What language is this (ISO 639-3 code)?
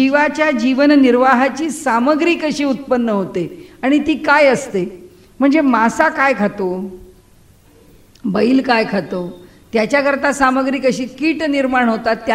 mar